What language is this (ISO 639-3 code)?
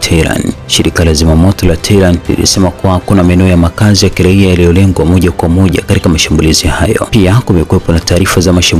swa